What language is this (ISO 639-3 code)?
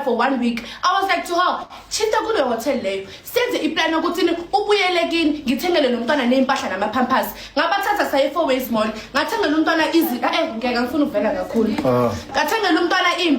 zul